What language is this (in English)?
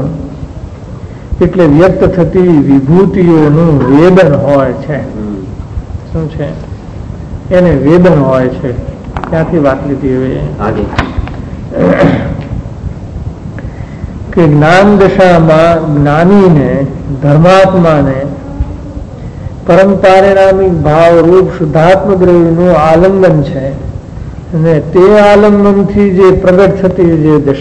Gujarati